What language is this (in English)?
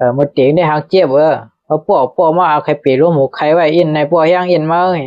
Shan